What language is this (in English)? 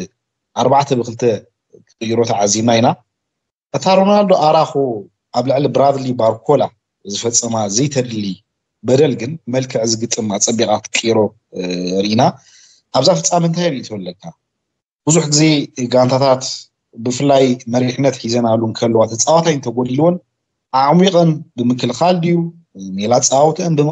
Tigrinya